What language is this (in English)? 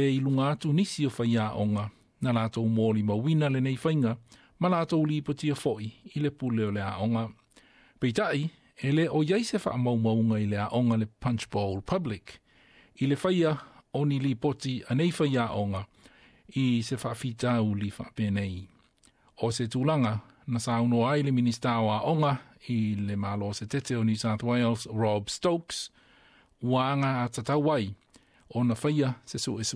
Samoan